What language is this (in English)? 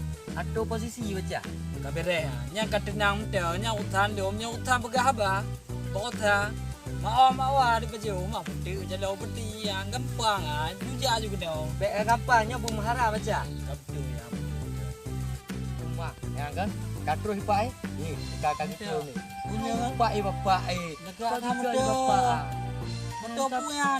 Achinese